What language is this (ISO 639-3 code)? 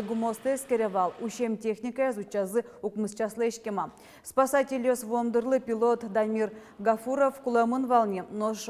udm